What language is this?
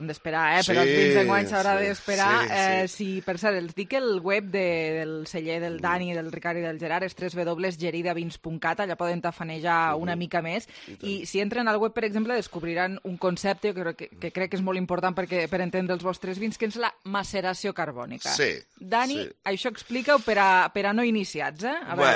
Catalan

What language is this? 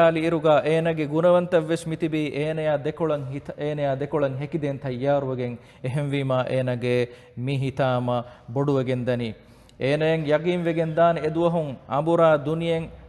Divehi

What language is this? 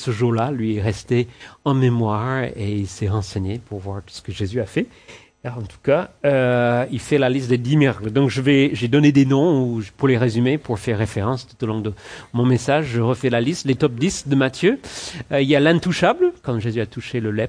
French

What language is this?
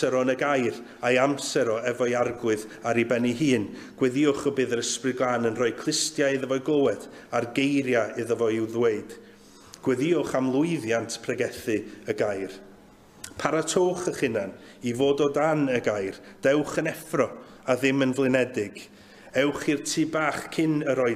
Welsh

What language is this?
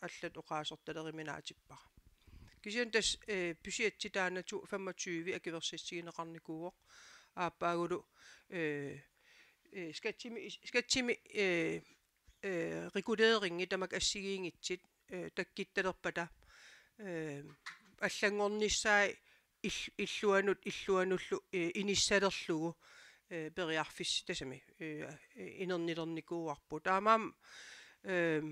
Kalaallisut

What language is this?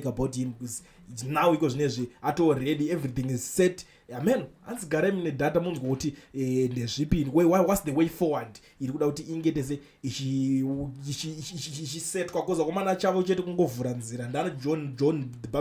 Shona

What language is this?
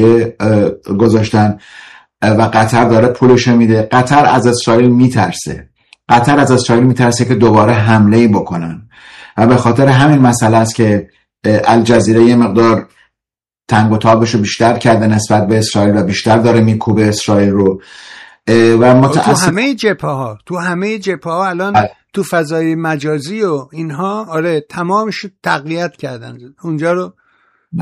Persian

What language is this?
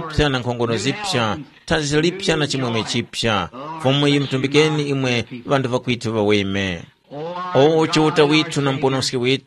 Tumbuka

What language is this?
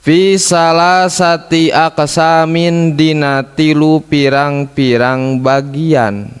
Sundanese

